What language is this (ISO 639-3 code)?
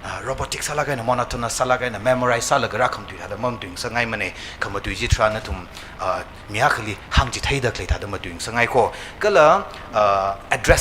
nmf